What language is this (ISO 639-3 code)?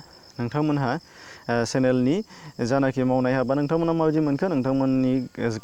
brx